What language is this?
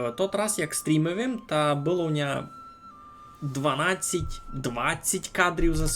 Rusyn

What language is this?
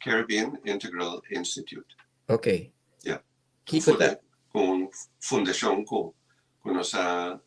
Papiamento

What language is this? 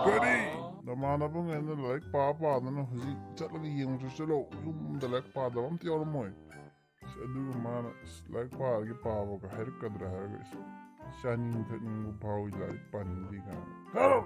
Manipuri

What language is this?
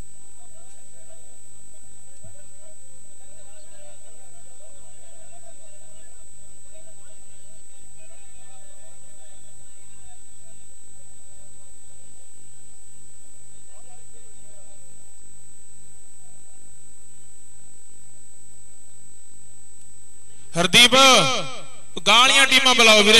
Punjabi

